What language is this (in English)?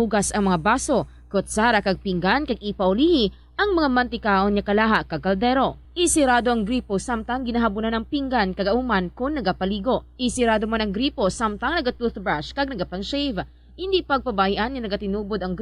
Hiligaynon